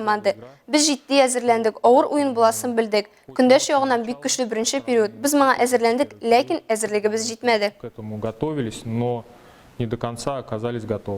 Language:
Tatar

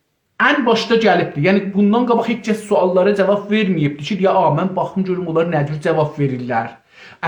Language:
South Azerbaijani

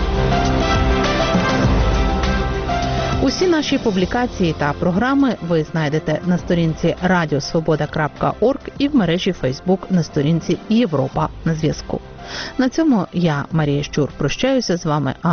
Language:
Ukrainian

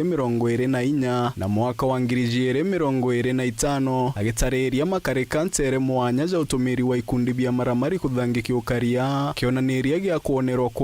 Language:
Meru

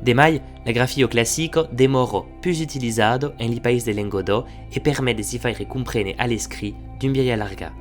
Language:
Occitan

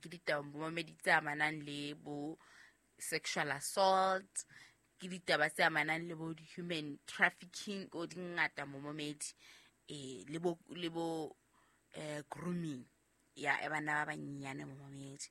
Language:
Southern Sotho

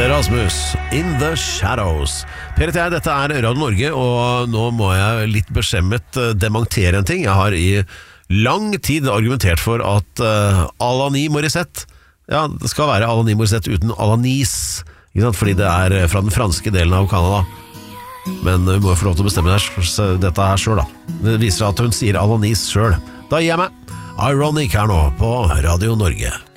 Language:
Norwegian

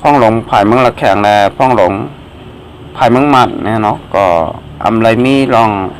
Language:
Shan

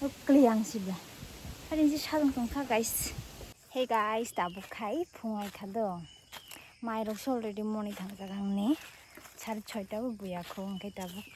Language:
Kok Borok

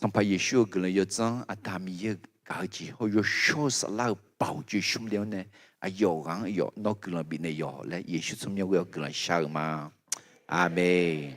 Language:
Akha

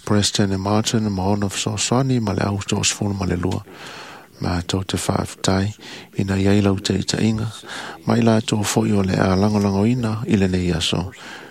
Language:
Samoan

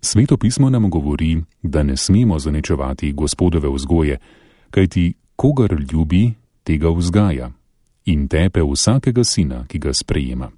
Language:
Slovenian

